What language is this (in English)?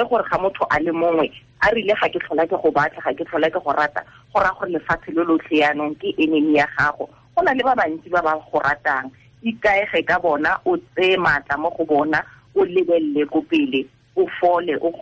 Tswana